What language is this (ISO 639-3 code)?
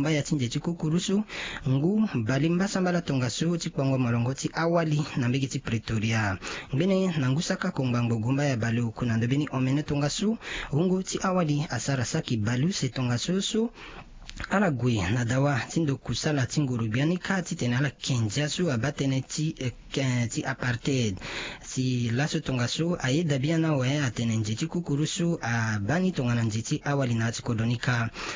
sag